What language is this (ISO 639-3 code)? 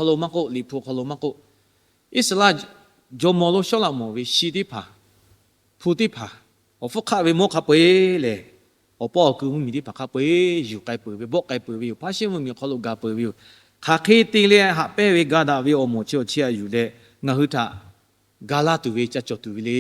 lhu